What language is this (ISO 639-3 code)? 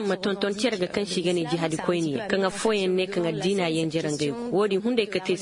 ses